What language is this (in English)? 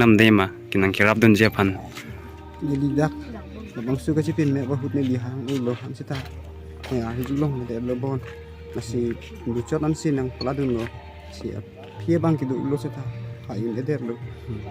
Karbi